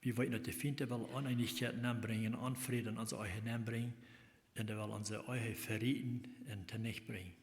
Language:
Plautdietsch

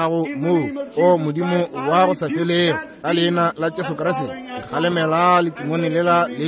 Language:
Northern Sotho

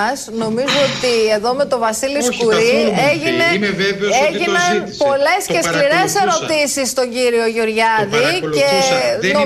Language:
Greek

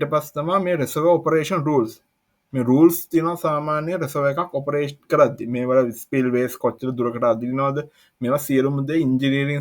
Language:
Sinhala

